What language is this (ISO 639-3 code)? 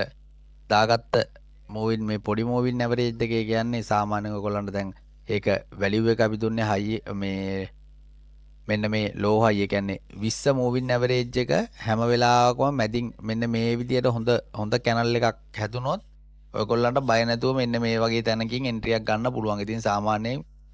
sin